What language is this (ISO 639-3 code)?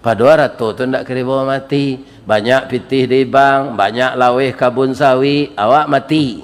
min